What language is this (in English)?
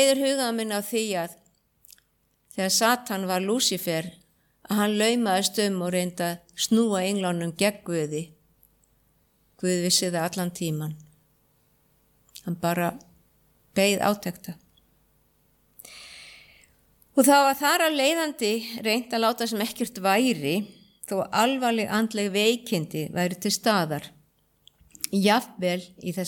Icelandic